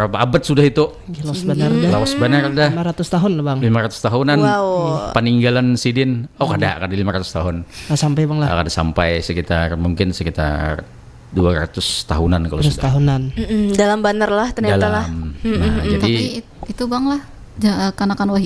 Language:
Banjar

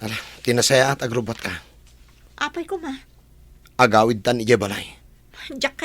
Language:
Iloko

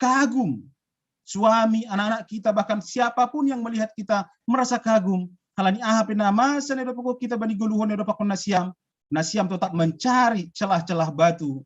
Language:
Batak Simalungun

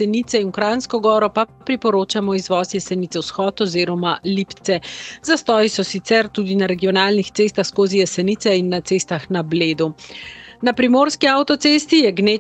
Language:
Slovenian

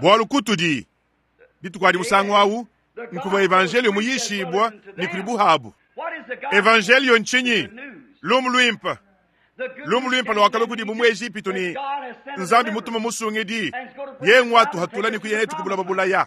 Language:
Luba-Lulua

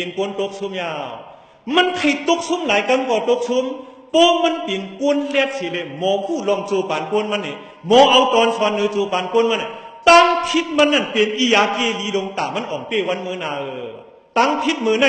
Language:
Shan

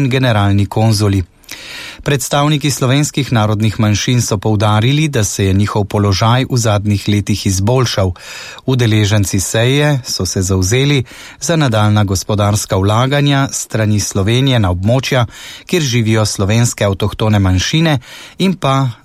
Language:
Slovenian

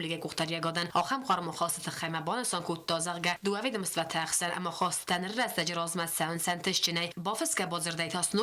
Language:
Ossetic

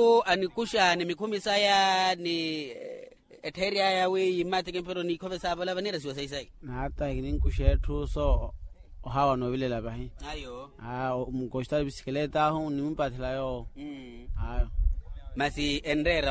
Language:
Makhuwa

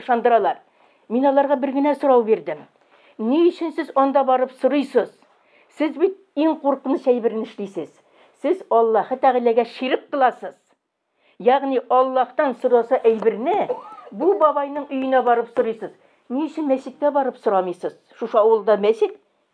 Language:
Tatar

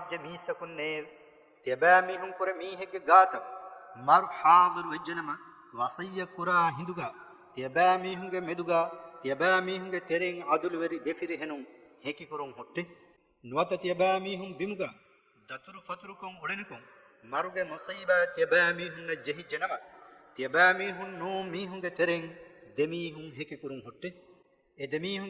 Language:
Divehi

